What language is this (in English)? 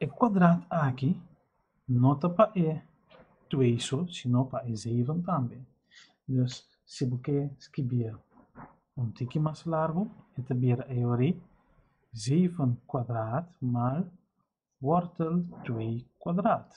Papiamento